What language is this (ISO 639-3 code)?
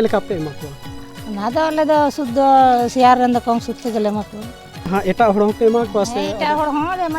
sat